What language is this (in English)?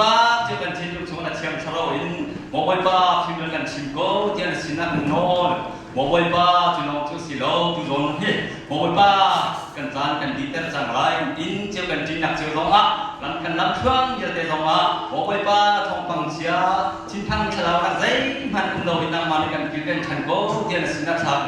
Hakha Chin